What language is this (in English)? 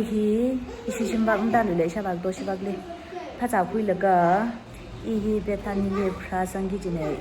Tangkhul Naga (India)